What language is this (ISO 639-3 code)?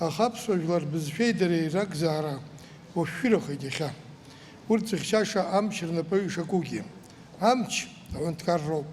abk